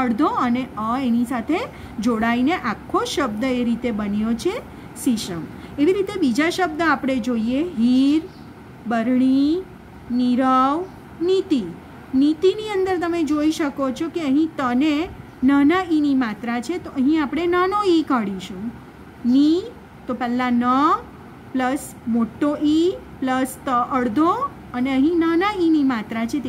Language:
Gujarati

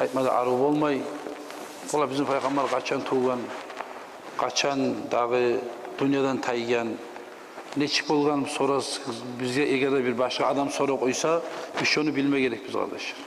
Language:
Kumyk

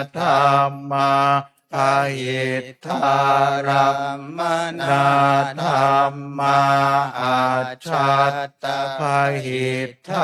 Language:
Pali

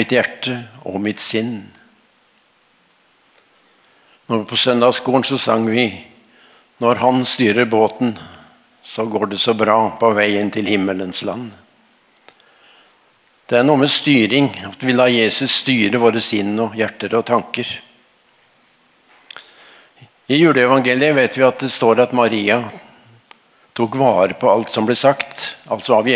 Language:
Norwegian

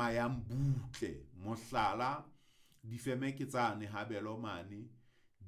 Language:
Southern Sotho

